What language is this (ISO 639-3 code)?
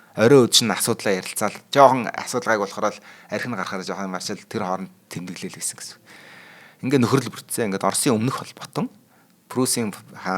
mon